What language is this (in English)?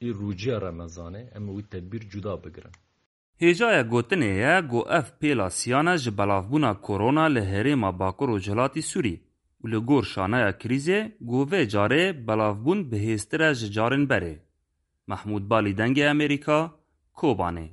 Kurdish